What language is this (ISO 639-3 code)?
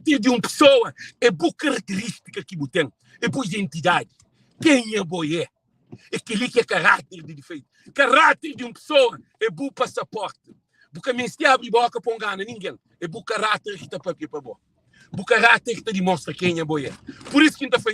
kea